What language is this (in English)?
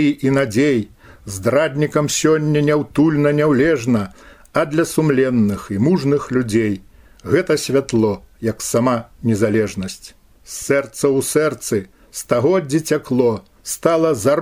Belarusian